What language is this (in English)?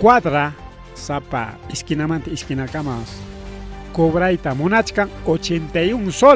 Ayacucho Quechua